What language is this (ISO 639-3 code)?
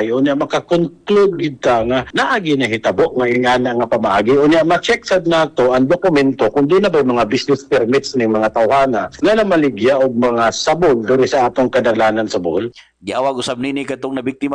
ceb